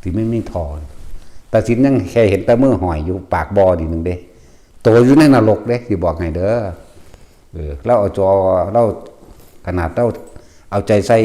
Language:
Northeastern Thai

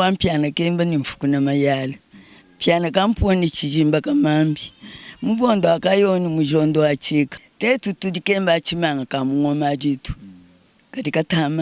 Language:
Luba-Lulua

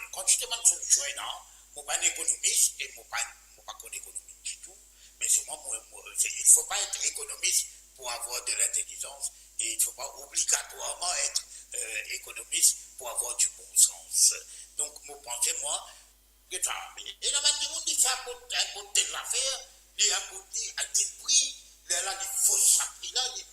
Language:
Morisyen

